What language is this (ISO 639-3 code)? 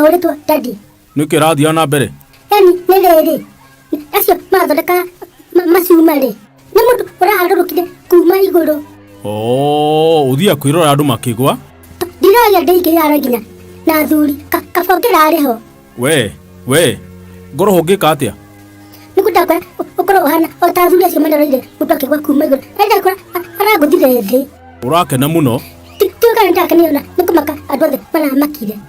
kik